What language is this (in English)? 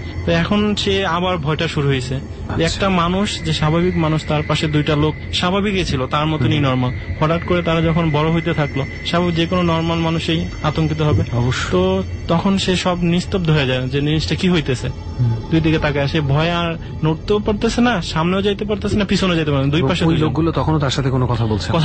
Bangla